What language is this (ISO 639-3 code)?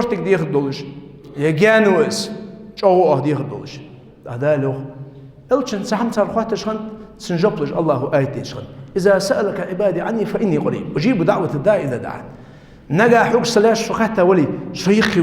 inh